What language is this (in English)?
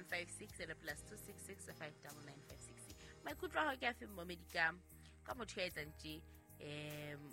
Southern Sotho